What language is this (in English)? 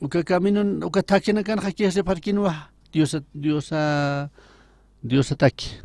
Aymara